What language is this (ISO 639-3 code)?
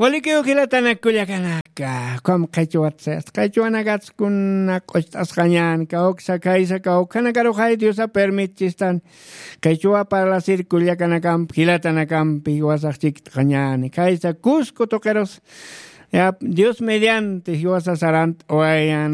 aym